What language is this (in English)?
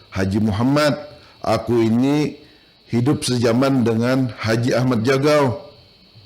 Banjar